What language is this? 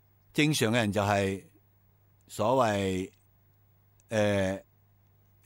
Cantonese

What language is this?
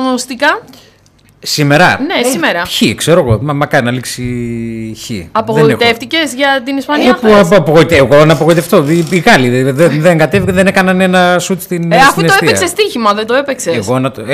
Greek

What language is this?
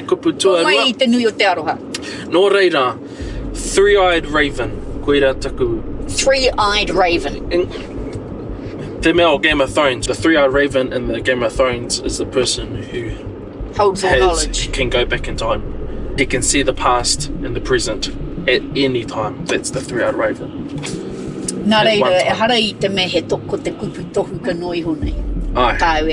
Māori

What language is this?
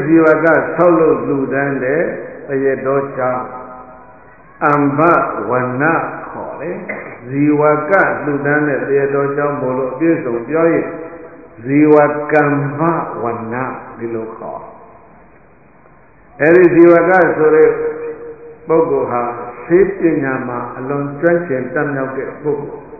Burmese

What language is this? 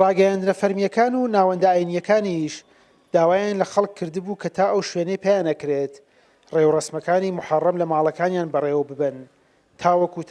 Central Kurdish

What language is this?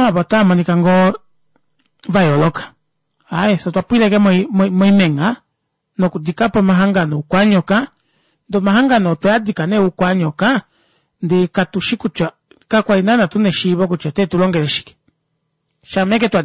Kuanyama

